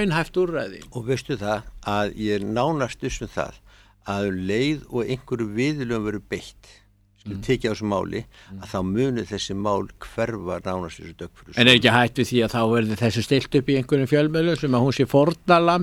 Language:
Icelandic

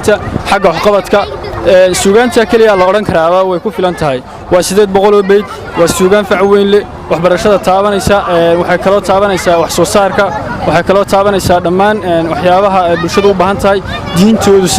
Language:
Somali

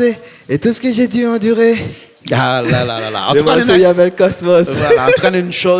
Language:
Réunion Creole French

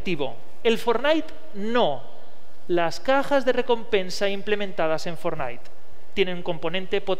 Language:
Spanish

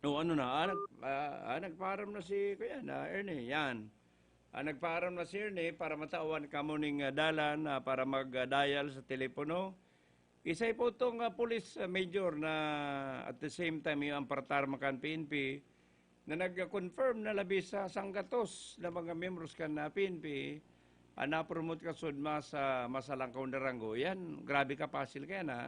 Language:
Bikol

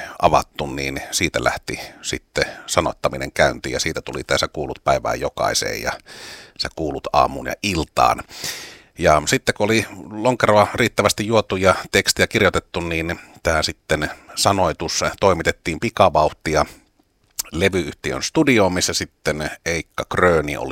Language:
Finnish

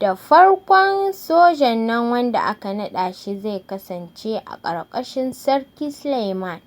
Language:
Hausa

